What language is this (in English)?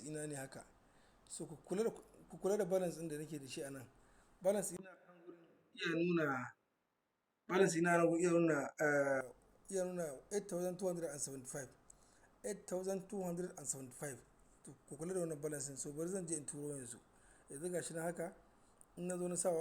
Hausa